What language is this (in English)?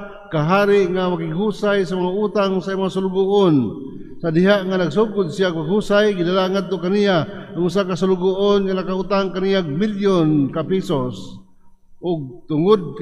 Cebuano